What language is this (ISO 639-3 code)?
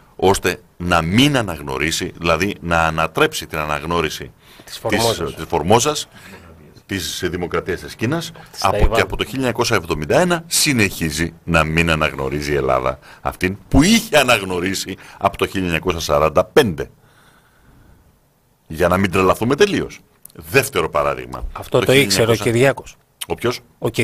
ell